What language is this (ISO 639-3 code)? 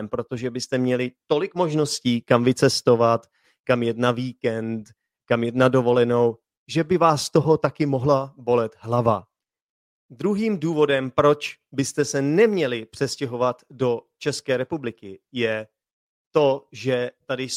ces